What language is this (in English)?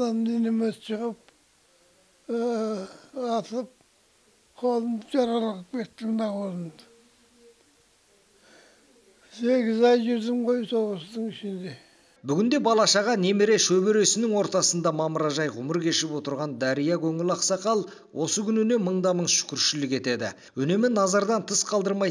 Kazakh